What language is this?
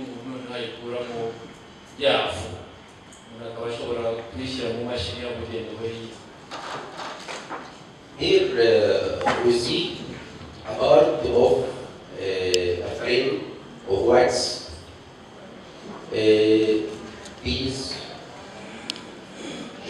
Kinyarwanda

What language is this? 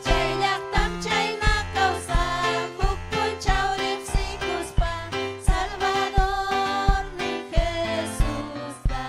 Ayacucho Quechua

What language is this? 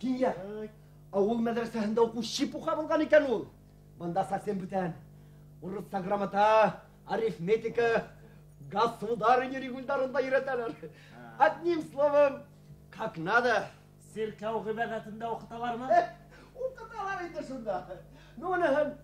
Bashkir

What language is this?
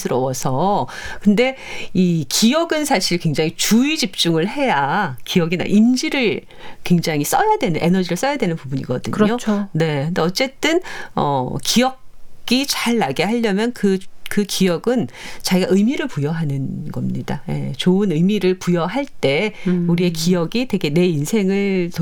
Korean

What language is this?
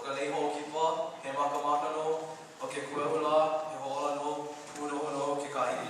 Hawaiian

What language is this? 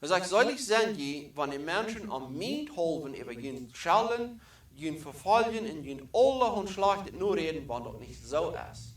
Plautdietsch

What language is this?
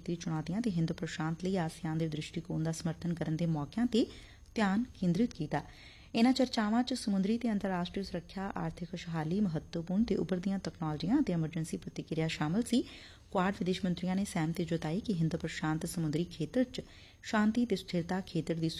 Punjabi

